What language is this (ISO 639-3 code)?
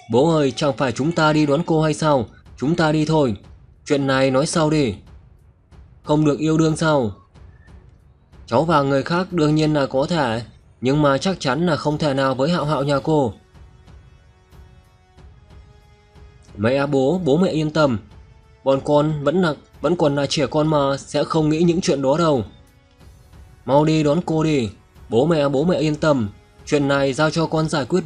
vie